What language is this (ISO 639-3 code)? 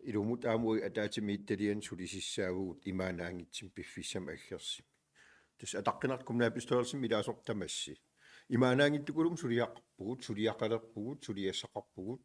kal